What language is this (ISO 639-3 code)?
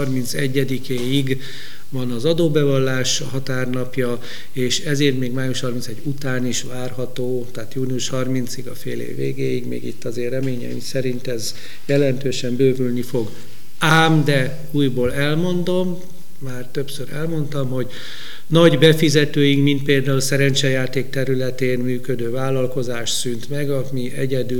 hun